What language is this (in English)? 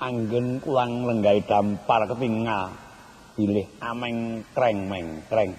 Javanese